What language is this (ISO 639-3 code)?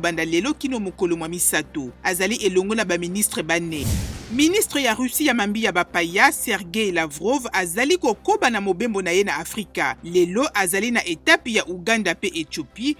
lin